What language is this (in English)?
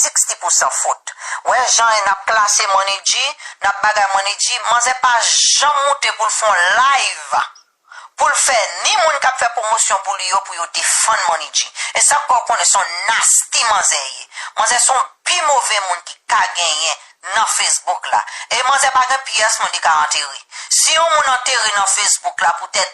Haitian Creole